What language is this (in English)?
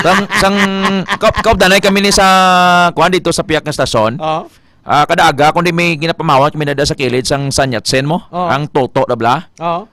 Hiligaynon